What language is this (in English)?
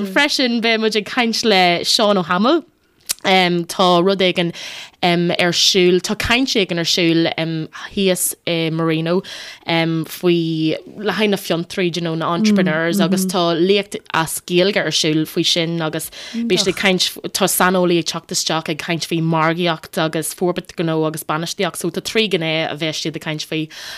Irish